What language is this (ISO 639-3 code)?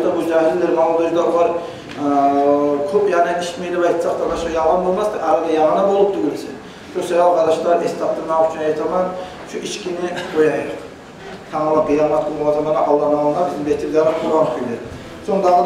kum